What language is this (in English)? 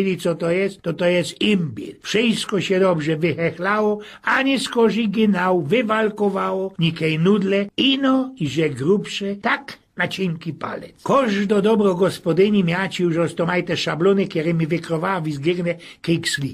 Silesian